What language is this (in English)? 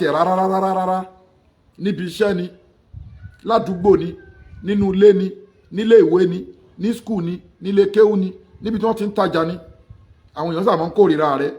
Yoruba